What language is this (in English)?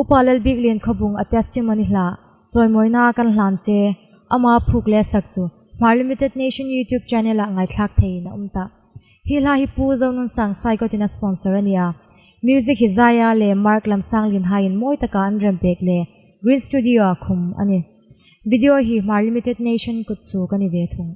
Hmar